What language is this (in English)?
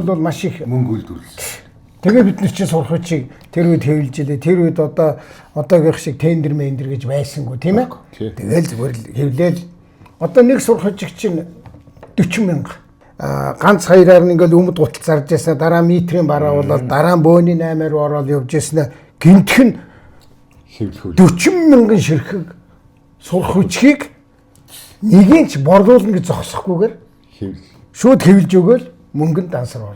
Mongolian